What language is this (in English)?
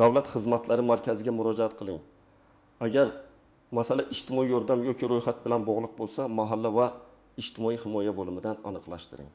Uzbek